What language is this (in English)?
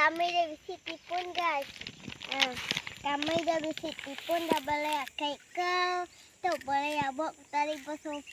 Iban